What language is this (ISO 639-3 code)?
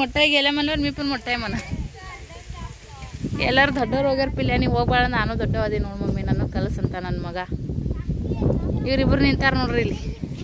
kan